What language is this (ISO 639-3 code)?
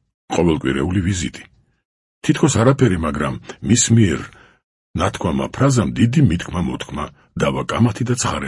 kat